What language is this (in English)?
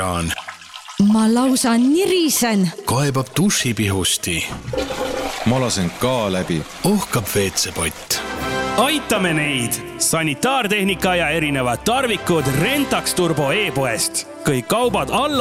Estonian